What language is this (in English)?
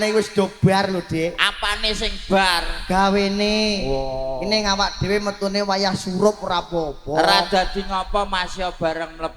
Javanese